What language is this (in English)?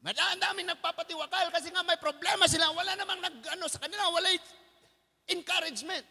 Cebuano